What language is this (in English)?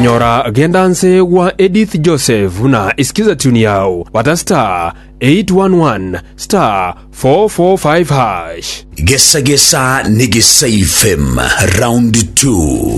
Gusii